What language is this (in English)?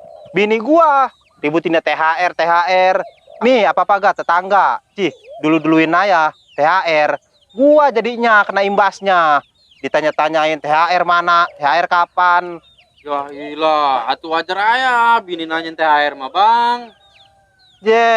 Betawi